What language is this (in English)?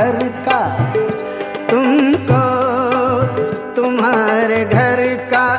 Hindi